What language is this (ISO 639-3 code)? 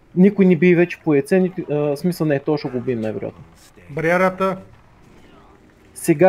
bul